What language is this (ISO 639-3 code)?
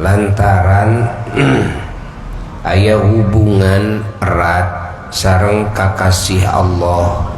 sun